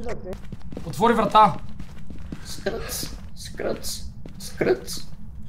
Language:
Bulgarian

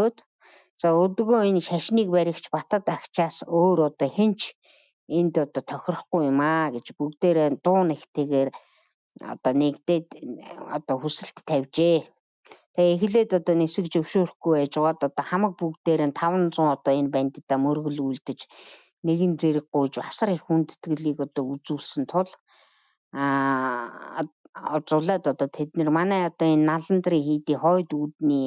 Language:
Mongolian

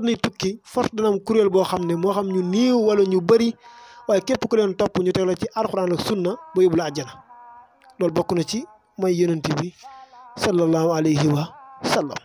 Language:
Wolof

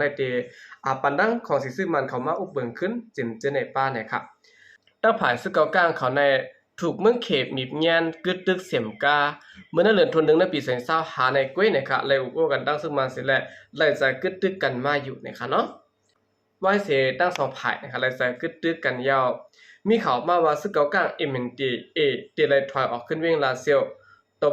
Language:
Shan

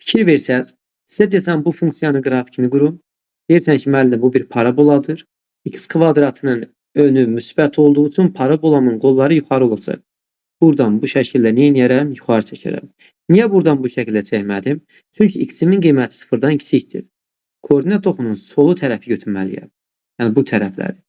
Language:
Azerbaijani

